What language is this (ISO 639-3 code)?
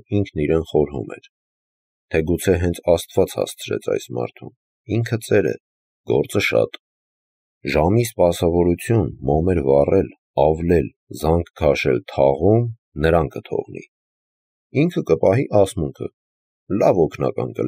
hye